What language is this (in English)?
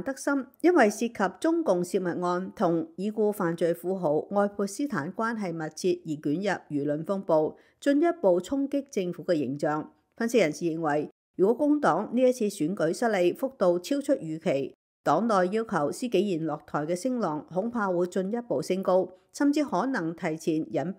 Cantonese